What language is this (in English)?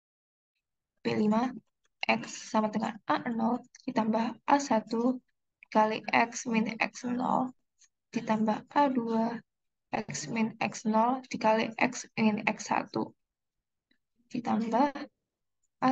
Indonesian